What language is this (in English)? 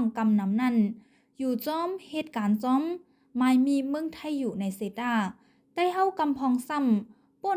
Shan